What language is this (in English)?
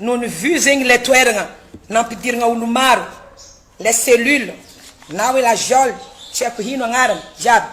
Malagasy